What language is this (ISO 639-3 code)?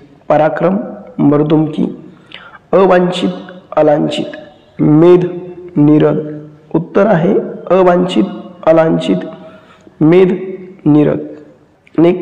mar